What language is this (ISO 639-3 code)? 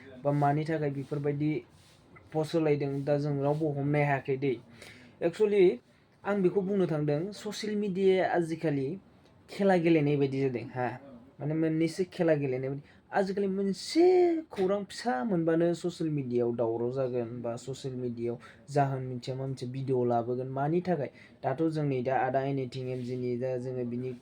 brx